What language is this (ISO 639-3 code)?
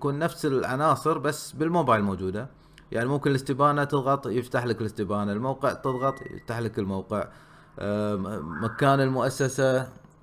afb